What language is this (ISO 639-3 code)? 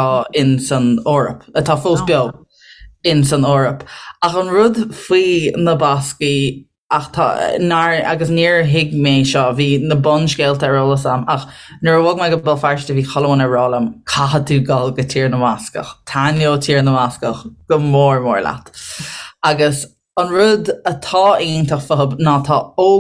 gle